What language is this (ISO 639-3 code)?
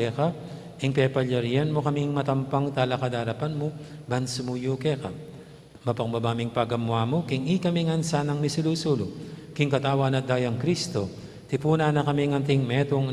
pam